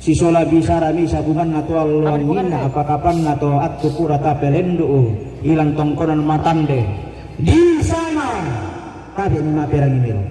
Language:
Toraja-Sa'dan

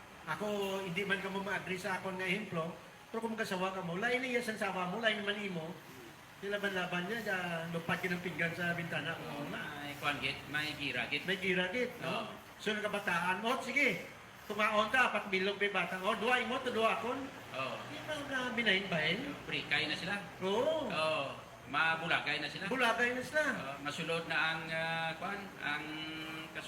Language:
Hiligaynon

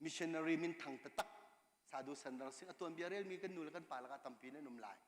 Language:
Hakha Chin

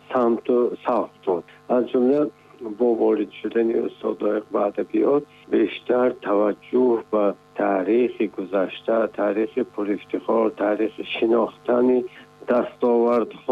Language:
Tajik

